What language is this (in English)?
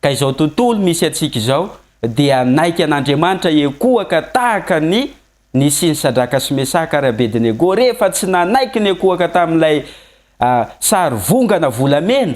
Malagasy